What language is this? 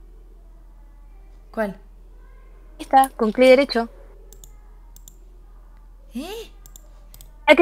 Spanish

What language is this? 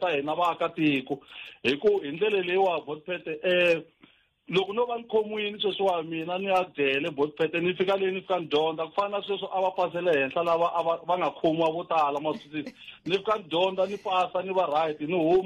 Tsonga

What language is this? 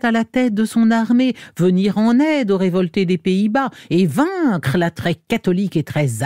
French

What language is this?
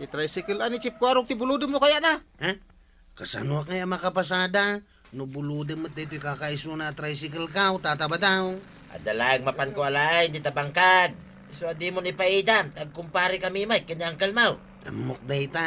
Iloko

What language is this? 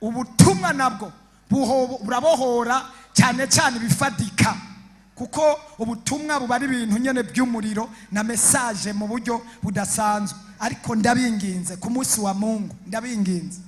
Rundi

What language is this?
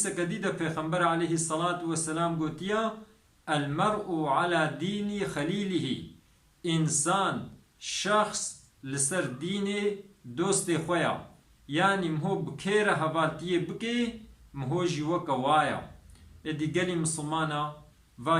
Kurdish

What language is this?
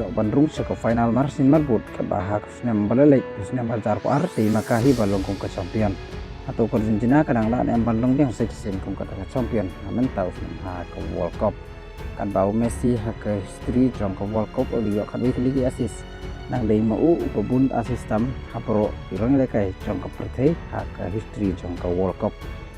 Khasi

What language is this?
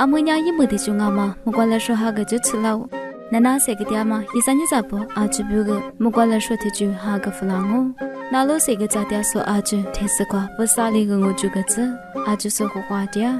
Lisu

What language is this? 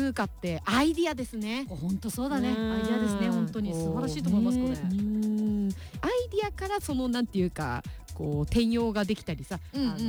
Japanese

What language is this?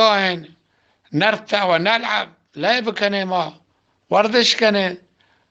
Eastern Balochi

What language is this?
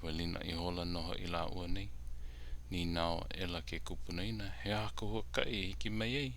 Hawaiian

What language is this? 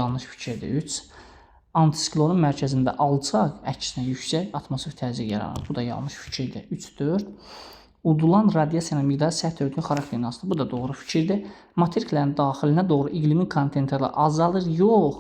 Azerbaijani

